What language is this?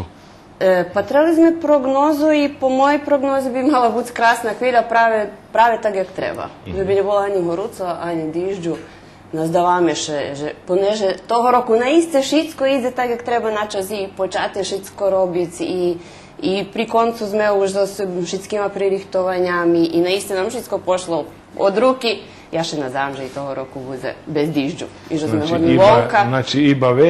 Rusyn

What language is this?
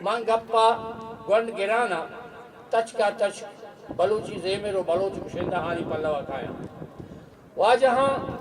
Eastern Balochi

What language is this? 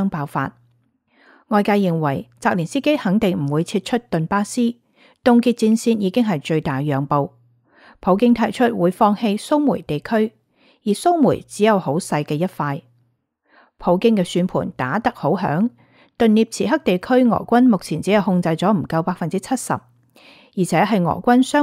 Cantonese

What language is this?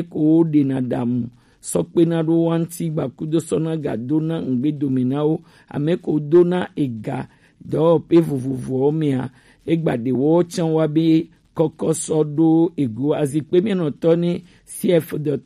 Gen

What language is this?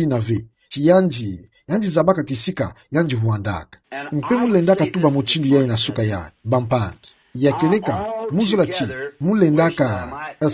Kituba (Democratic Republic of Congo)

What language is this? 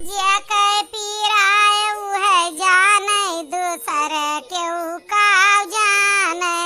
Awadhi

